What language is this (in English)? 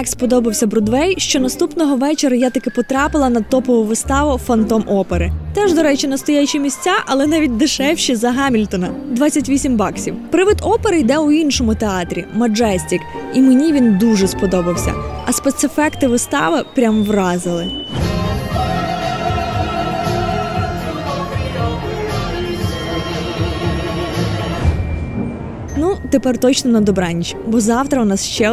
Ukrainian